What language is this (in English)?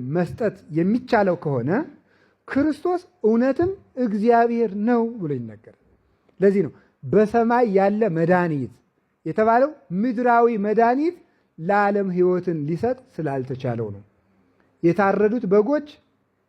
Amharic